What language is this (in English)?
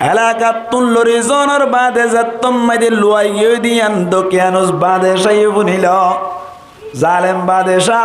Rohingya